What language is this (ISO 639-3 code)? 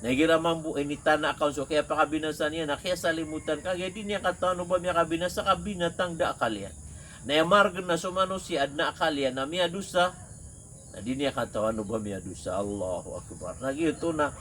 mrw